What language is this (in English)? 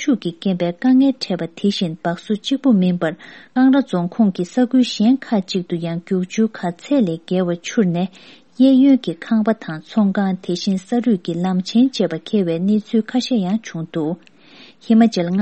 Tibetan